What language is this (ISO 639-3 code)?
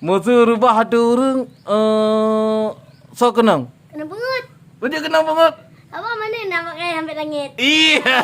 ace